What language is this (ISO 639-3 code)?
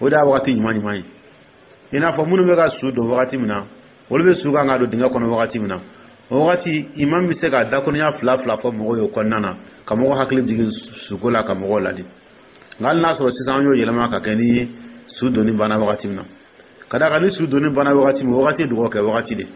dyu